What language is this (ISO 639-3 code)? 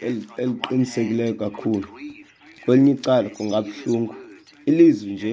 xho